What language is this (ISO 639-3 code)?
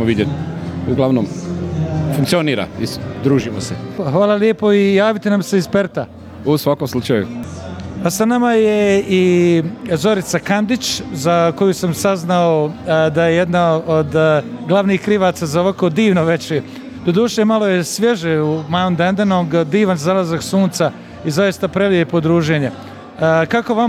bos